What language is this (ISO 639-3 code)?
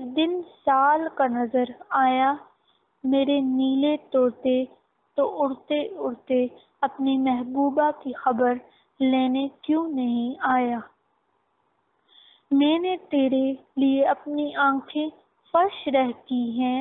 urd